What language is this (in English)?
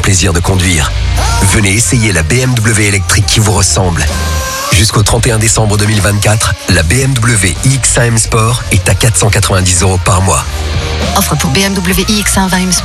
French